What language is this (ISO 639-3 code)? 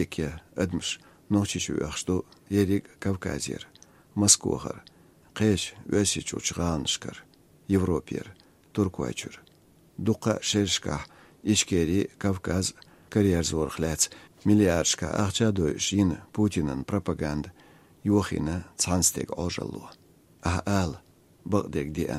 che